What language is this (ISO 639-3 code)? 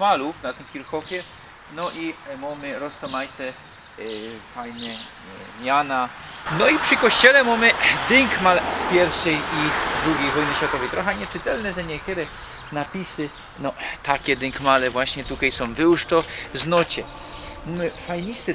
szl